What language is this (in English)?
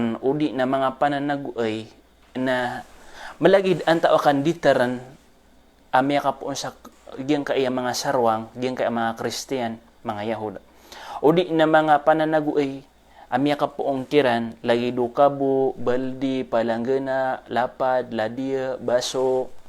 Maranao